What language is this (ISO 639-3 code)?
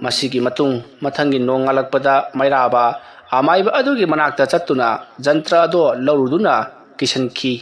mni